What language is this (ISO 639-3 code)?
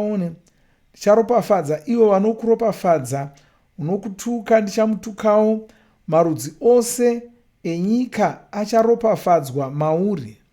sna